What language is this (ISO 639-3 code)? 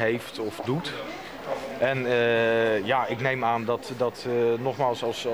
nld